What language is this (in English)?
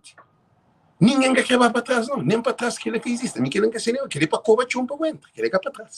Kabuverdianu